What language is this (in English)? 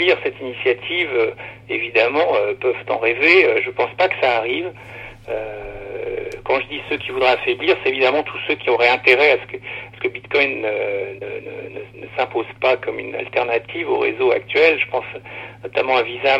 French